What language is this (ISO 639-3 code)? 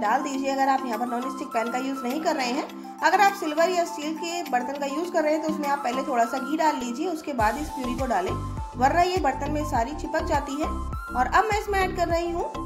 hin